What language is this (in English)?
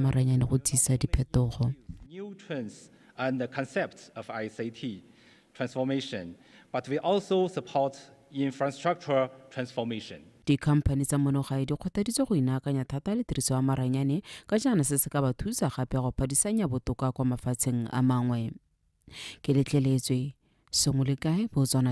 Tswana